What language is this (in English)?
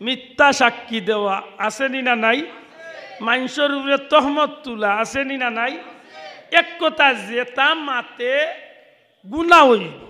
Sylheti